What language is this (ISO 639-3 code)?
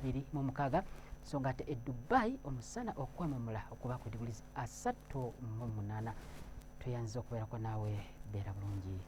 lug